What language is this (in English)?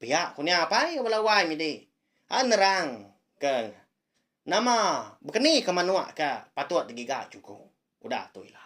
Iban